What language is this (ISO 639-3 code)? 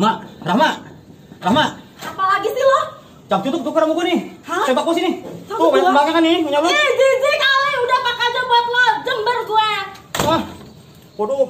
bew